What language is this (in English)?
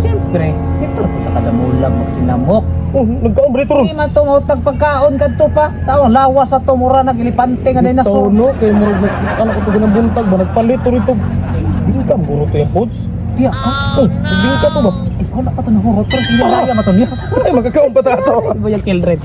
Cebuano